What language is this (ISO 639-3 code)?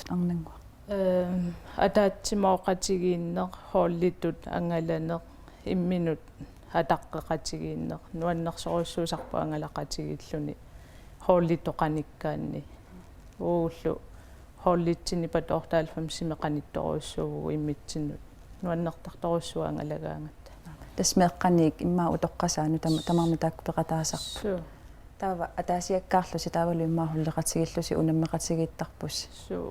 kal